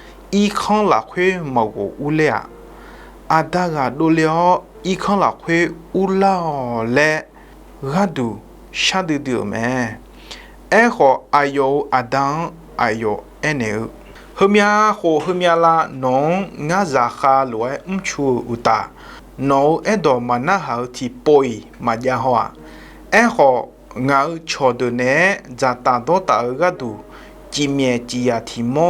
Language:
Akha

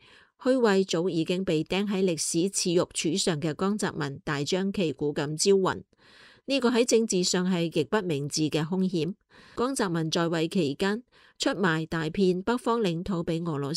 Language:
Cantonese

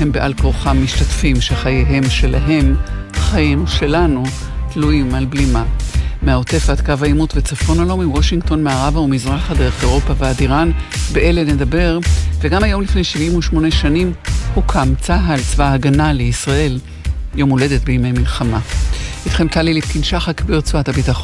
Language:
Hebrew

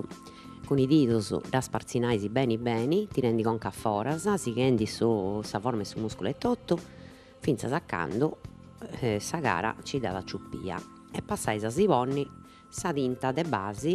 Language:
Sardinian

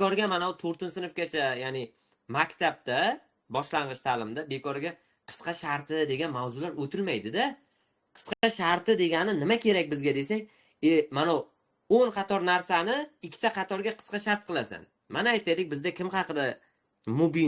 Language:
Uzbek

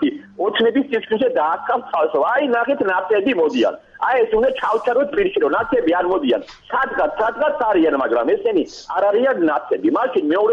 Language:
Georgian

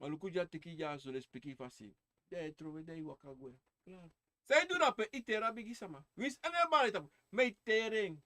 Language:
Sranan Tongo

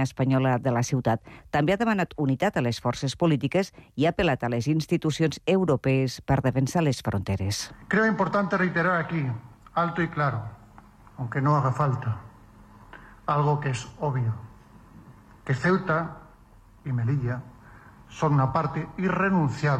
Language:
Catalan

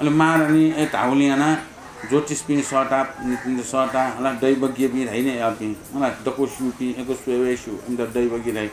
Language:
Newari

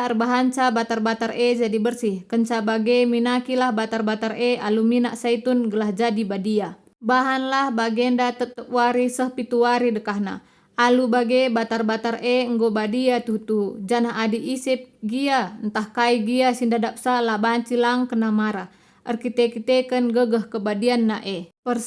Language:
Batak Karo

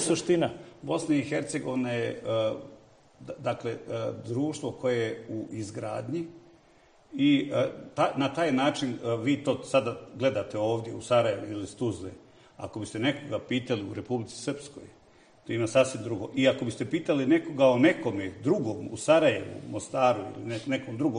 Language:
Bosnian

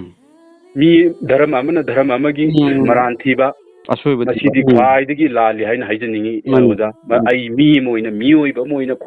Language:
Manipuri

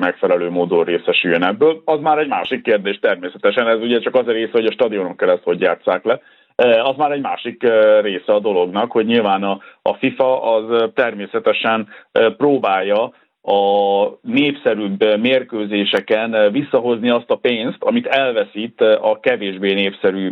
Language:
Hungarian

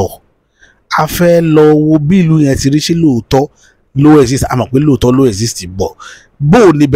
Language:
Yoruba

